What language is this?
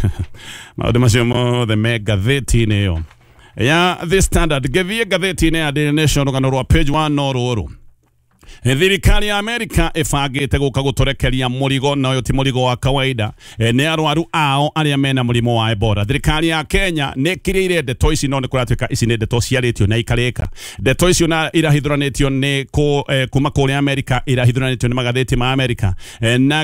Kikuyu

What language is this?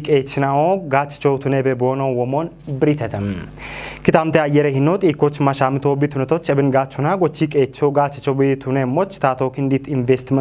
Kafa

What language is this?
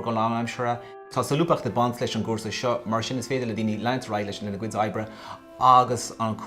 Irish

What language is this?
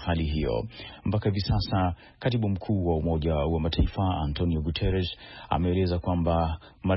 Swahili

